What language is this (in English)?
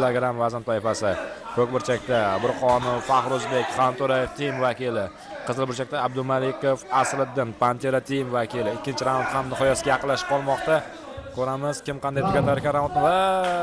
Uzbek